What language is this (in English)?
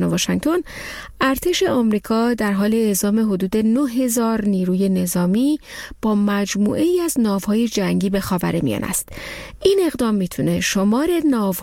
Persian